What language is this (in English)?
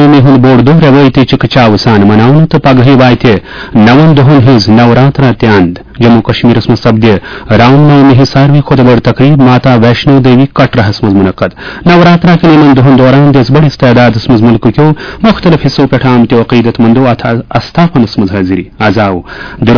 Kashmiri